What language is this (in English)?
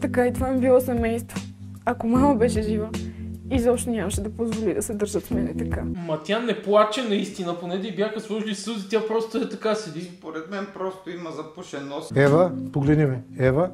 Bulgarian